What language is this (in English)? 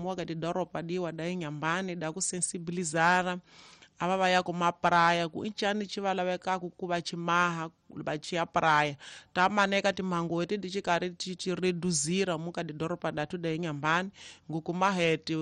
Tsonga